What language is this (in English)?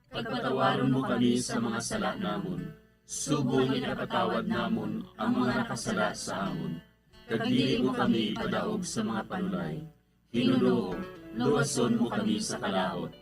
Hiligaynon